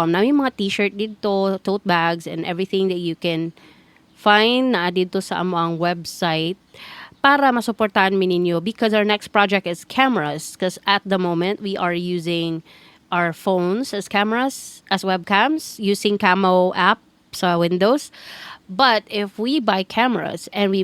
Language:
Cebuano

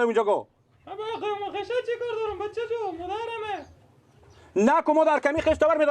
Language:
Persian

